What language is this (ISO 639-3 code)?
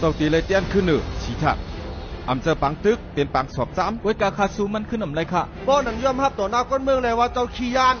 shn